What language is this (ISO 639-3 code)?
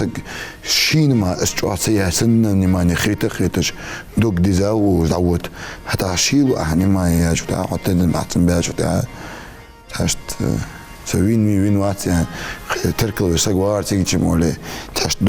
inh